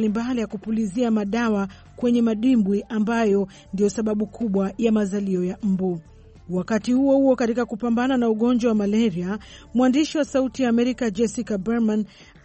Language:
Swahili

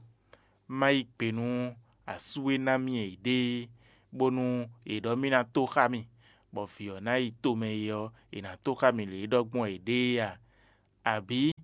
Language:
Fon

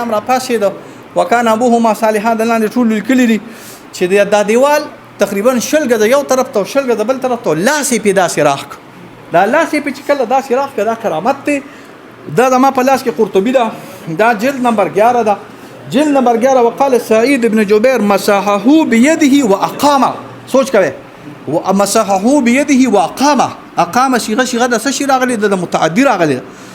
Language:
Pashto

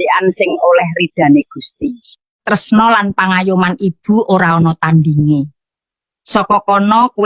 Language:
Javanese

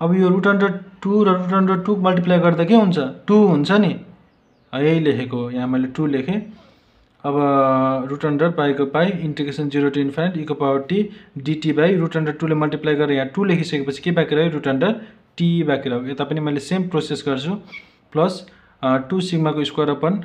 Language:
Nepali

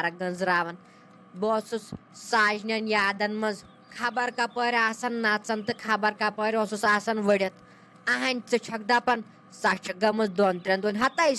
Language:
Kashmiri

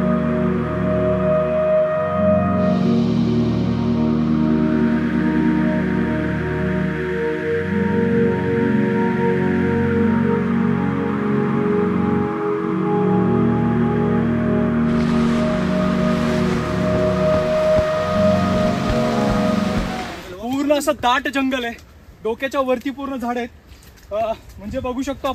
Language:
Marathi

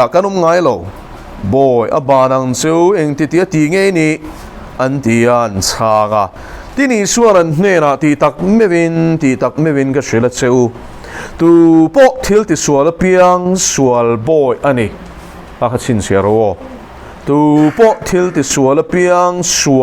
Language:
Mizo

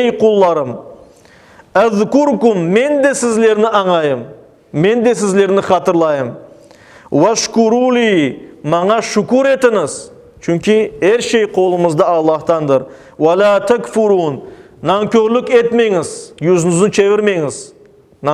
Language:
Crimean Tatar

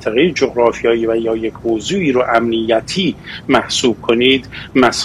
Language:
Persian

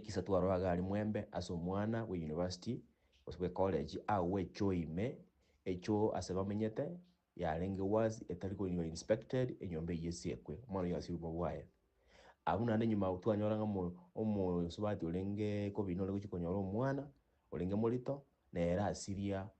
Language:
Gusii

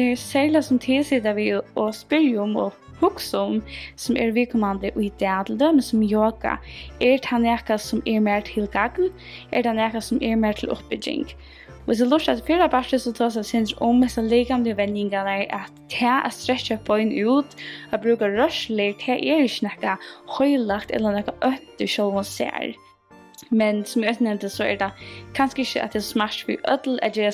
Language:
Faroese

